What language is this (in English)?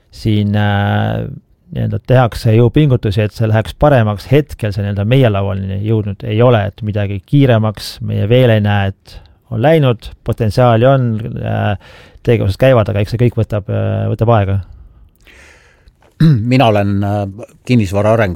Estonian